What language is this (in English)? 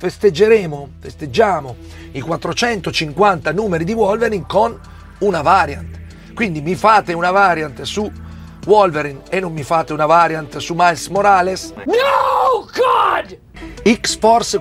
Italian